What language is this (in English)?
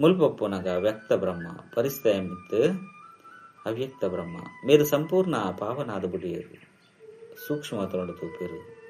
Tulu